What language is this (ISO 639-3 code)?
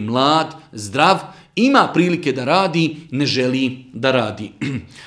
bos